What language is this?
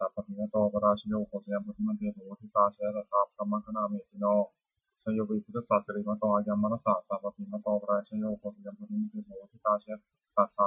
Pali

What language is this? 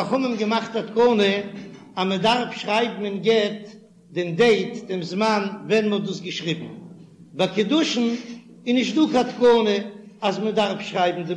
Yiddish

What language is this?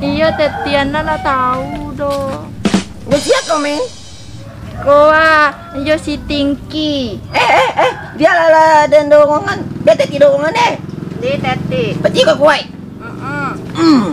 Minangkabau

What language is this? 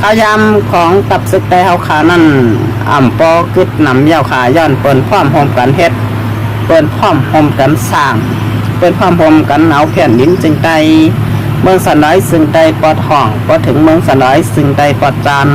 Shan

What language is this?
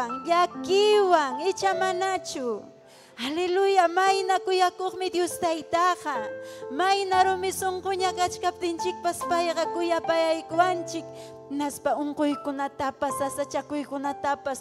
Ayacucho Quechua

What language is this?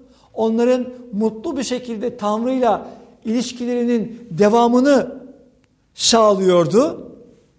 Turkish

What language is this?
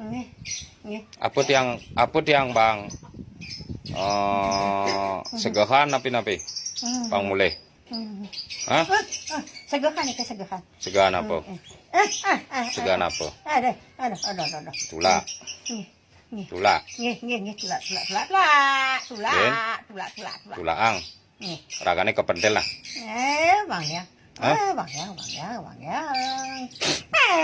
Balinese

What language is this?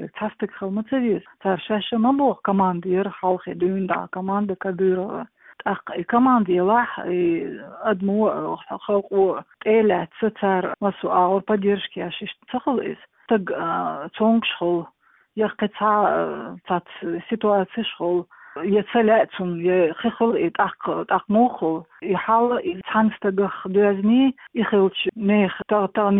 Chechen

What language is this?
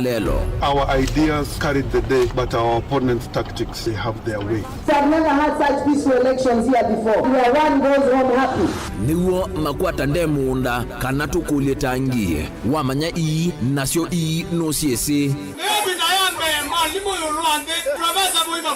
Kamba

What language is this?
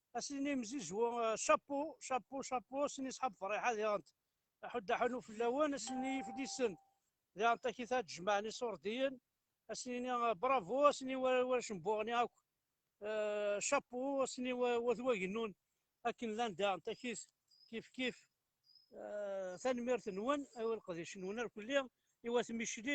Kabyle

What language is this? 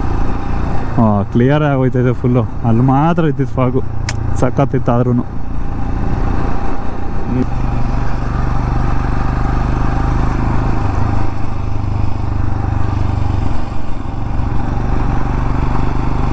Kannada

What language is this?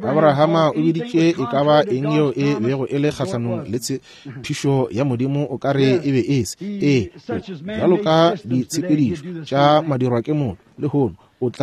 Northern Sotho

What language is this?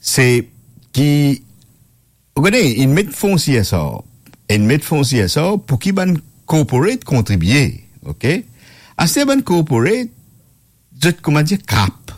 Morisyen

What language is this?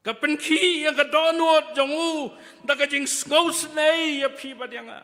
Khasi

